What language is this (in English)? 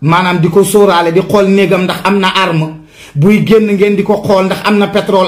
Wolof